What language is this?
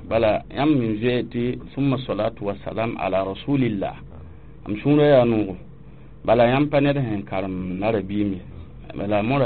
Mossi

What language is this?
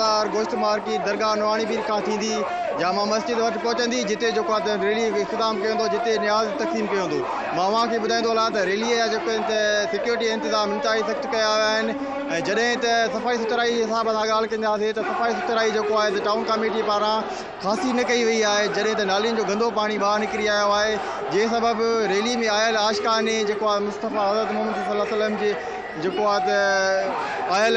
Sindhi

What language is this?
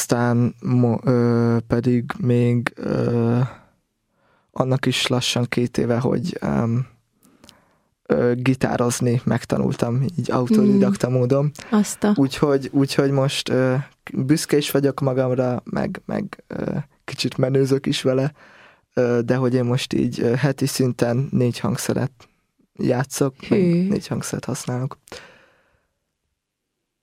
Hungarian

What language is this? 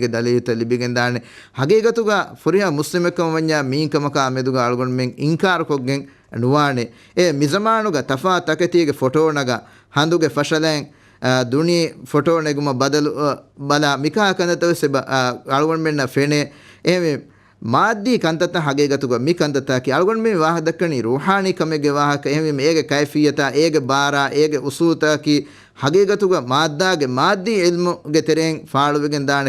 Divehi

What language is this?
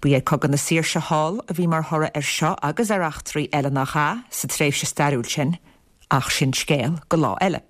Irish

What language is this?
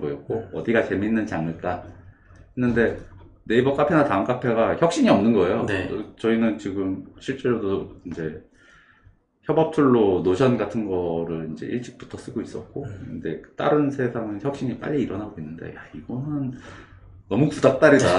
Korean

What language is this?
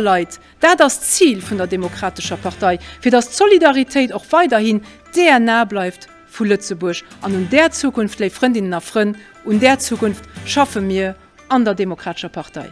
Luxembourgish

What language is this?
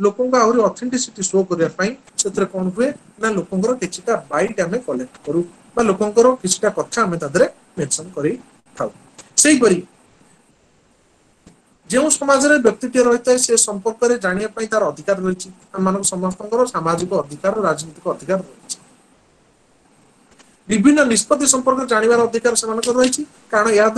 Odia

